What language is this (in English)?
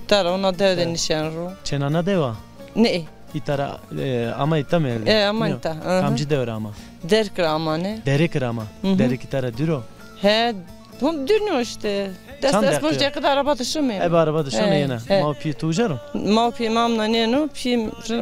Zaza